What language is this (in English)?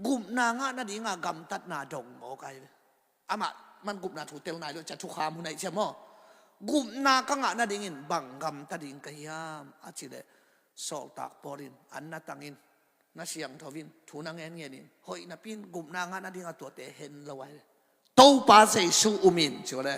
Tedim Chin